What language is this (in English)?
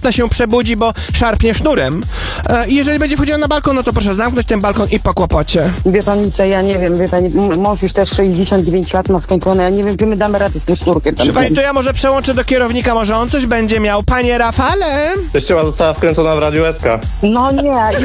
Polish